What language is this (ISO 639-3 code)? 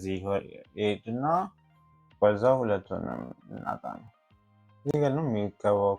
amh